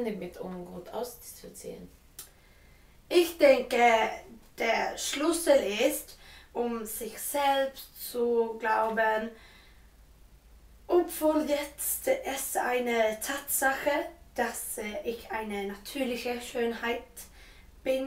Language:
German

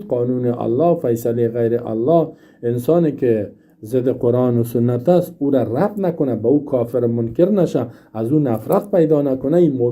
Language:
Persian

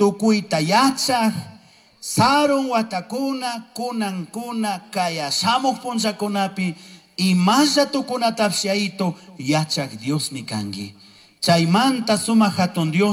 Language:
Chimborazo Highland Quichua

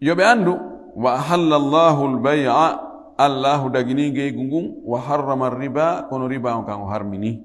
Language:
Fula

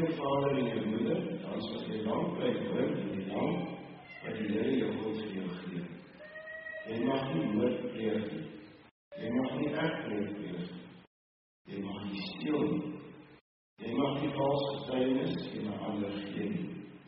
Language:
Afrikaans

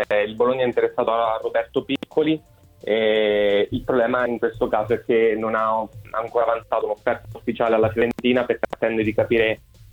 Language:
Italian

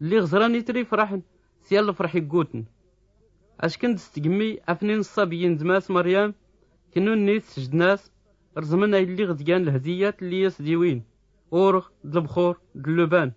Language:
Tachelhit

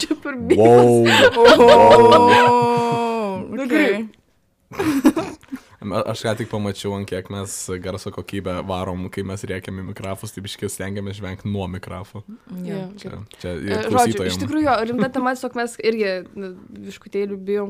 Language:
Lithuanian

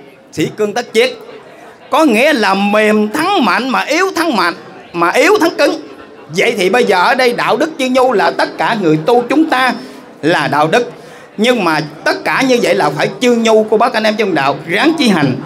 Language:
Vietnamese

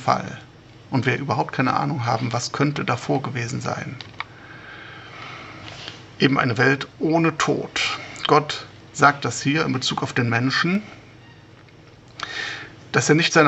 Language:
German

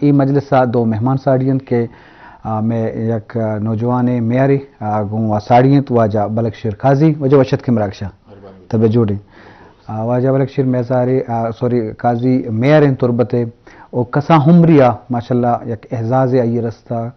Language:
Eastern Balochi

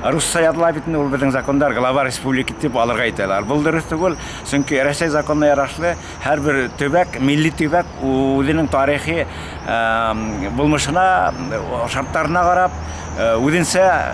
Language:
Bashkir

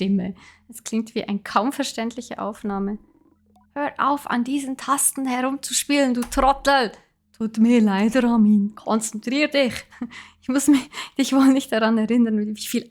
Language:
Swiss German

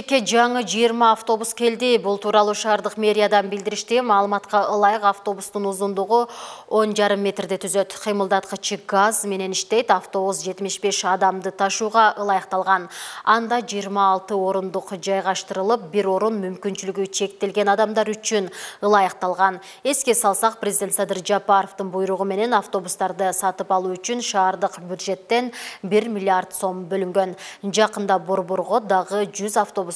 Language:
Kyrgyz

